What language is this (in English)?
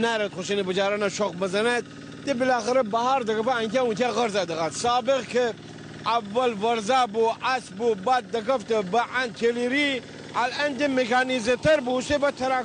Gilaki